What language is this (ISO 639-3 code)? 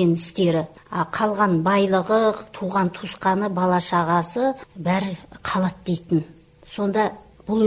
kaz